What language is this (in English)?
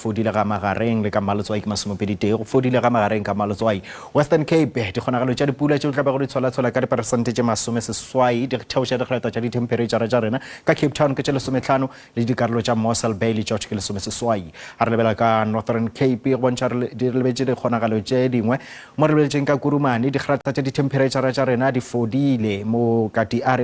Northern Sotho